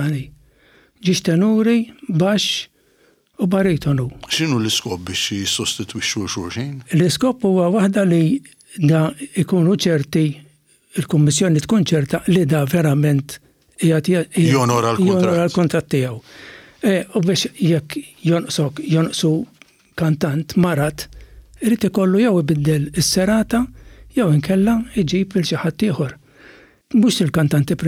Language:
Maltese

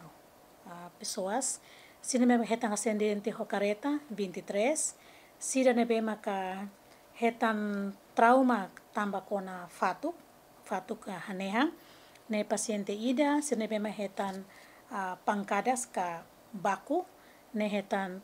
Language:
Tetum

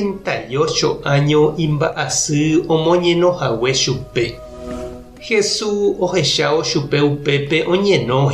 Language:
Guarani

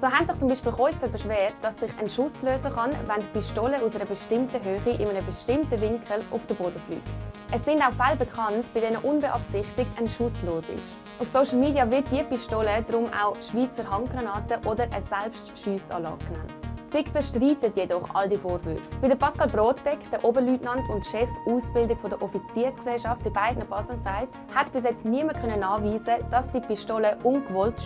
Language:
Swiss German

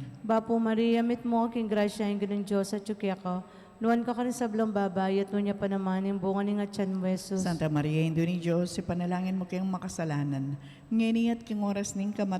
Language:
Pampanga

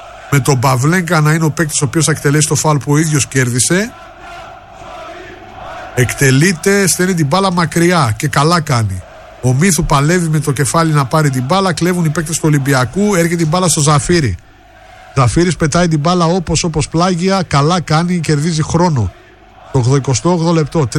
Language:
Greek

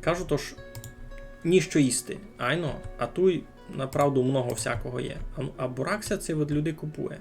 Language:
Rusyn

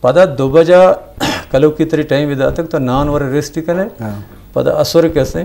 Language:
Eastern Balochi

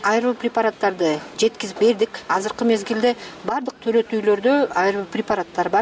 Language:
Kyrgyz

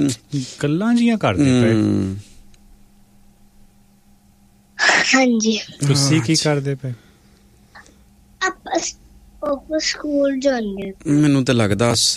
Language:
Punjabi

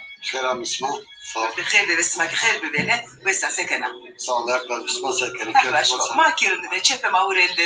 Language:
Zaza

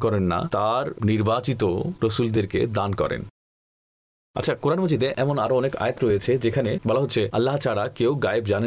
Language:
Bangla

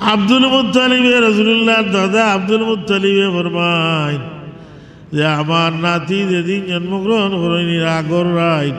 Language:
Sylheti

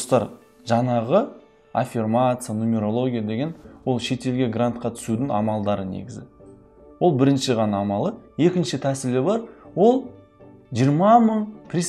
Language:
Kazakh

